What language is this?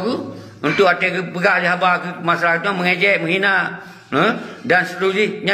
Achinese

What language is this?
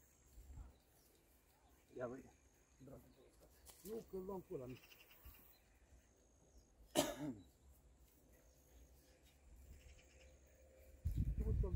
Romanian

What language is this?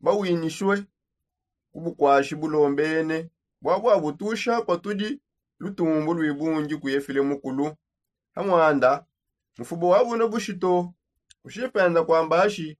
Songe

